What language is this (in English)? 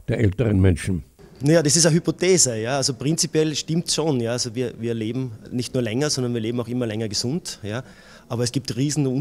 German